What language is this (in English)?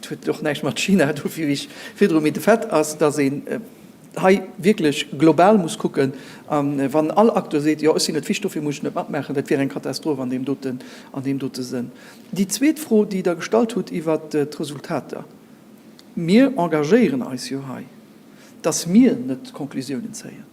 Luxembourgish